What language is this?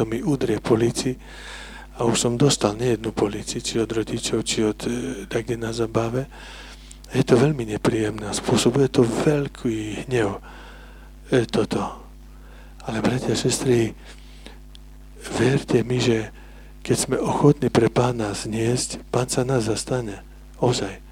Slovak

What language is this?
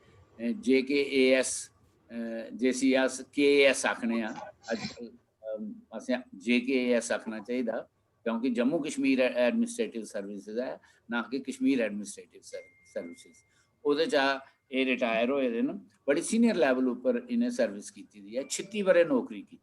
Dogri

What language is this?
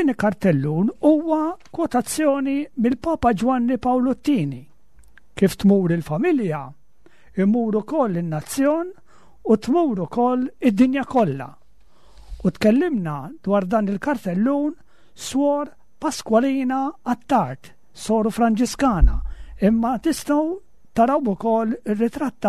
Maltese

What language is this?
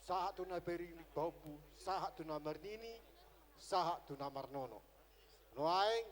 Batak Toba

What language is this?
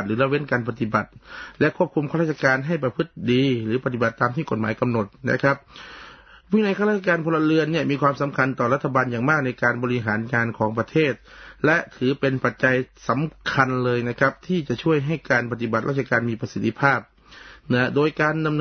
Thai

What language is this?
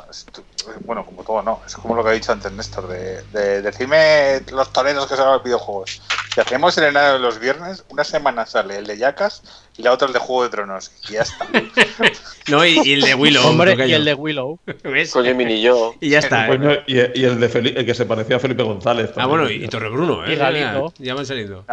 Spanish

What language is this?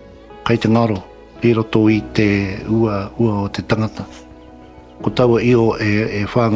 Māori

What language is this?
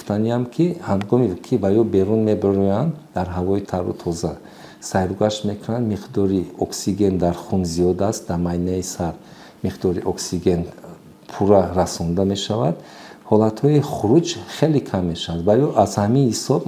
Tajik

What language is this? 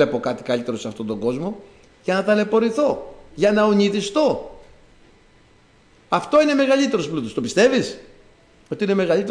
Greek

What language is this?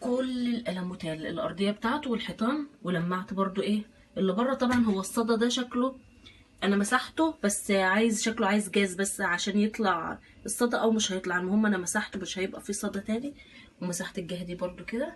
Egyptian Arabic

